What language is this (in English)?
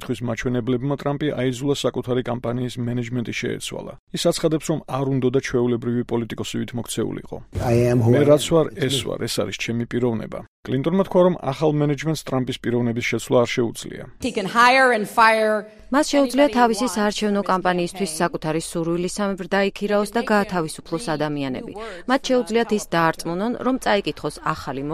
Georgian